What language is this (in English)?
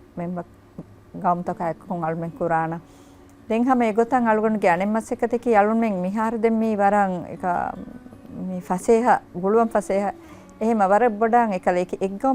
Divehi